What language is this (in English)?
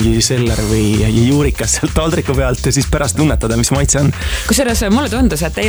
Estonian